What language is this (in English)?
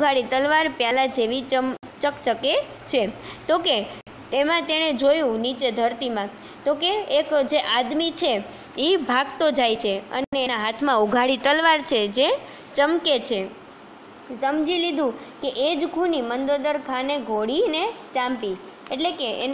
Gujarati